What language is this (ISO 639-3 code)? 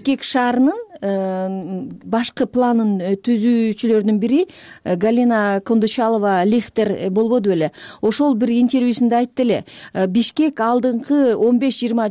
kir